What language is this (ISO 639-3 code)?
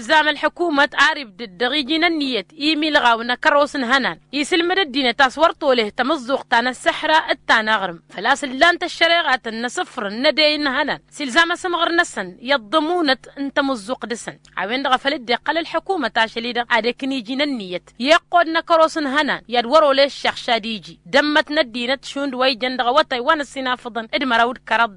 taq